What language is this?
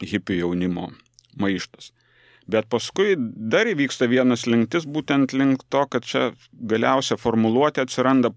Lithuanian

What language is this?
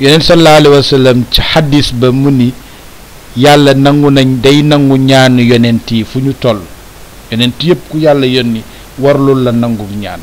Wolof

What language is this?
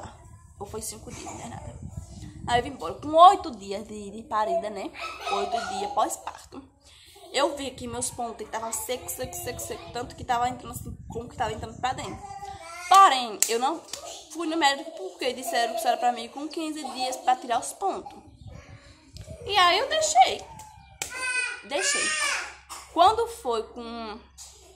Portuguese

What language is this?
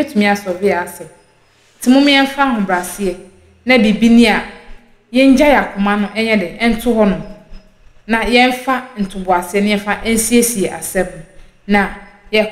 Akan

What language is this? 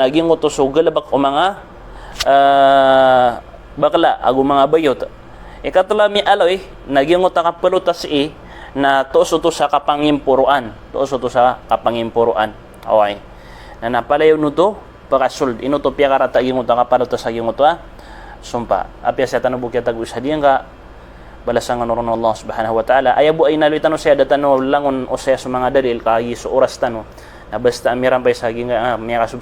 Maranao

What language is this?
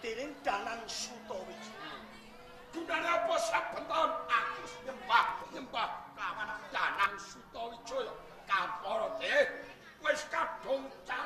Javanese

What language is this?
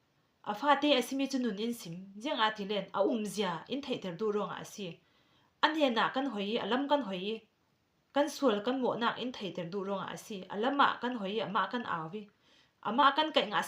Falam Chin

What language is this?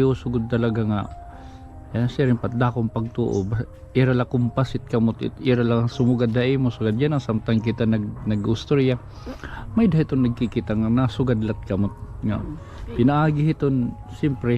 Waray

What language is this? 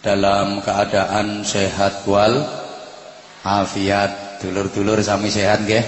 Javanese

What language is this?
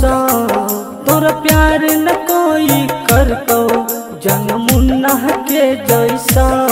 Bhojpuri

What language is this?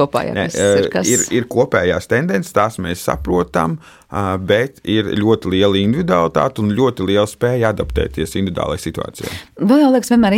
Latvian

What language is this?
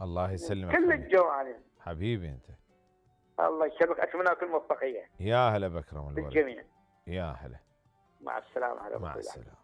Mesopotamian Arabic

